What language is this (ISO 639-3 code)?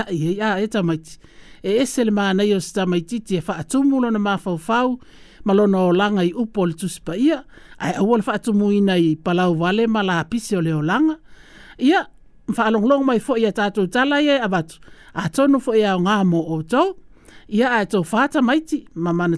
smo